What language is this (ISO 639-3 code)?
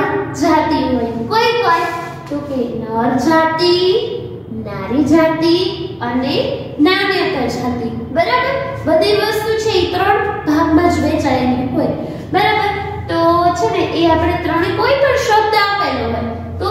guj